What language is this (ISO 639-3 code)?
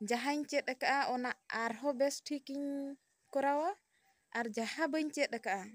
sat